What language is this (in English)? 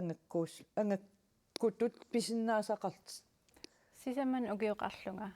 Kalaallisut